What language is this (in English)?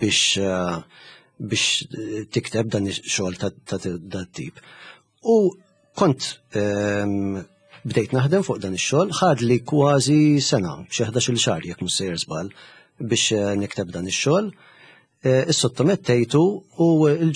Maltese